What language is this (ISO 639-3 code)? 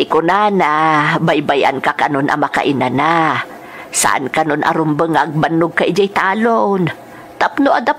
ilo